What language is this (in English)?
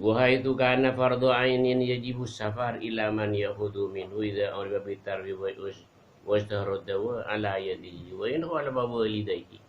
Madurese